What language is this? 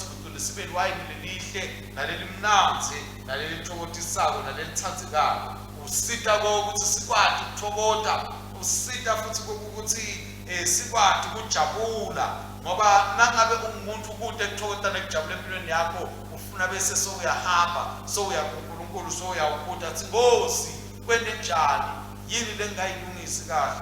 Swati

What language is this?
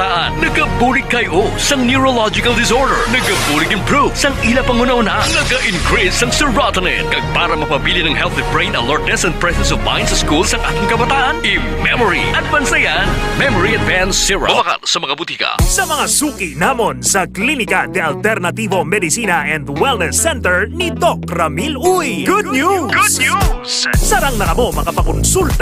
Hiligaynon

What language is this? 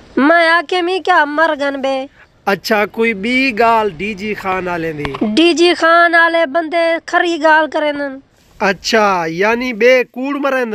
Saraiki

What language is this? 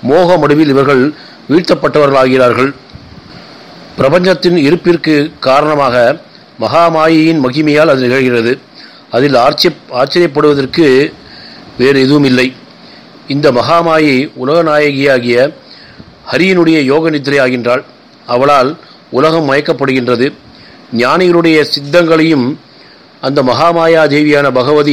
Tamil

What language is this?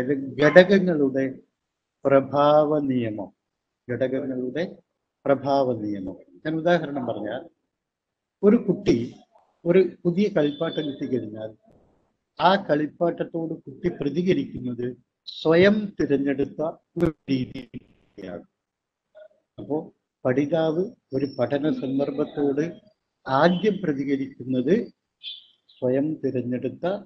Malayalam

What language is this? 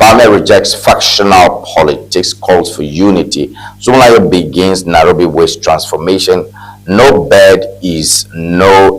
Ewe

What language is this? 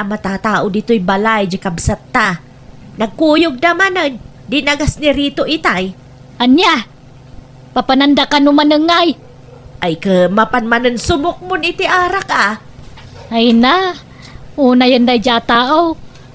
Iloko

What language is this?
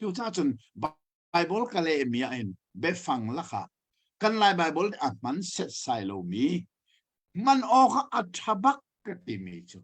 Hakha Chin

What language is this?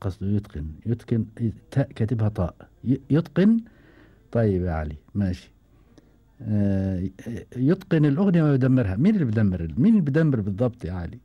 Gulf Arabic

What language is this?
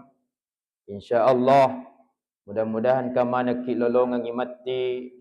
Buginese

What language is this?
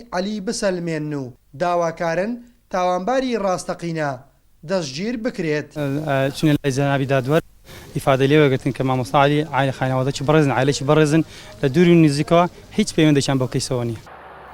Central Kurdish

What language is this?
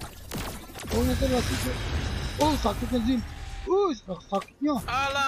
Malay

